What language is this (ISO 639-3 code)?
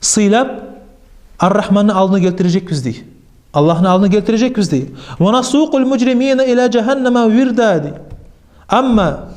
kum